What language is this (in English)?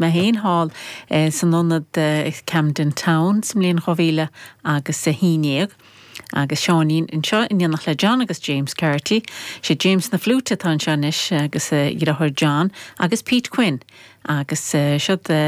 Irish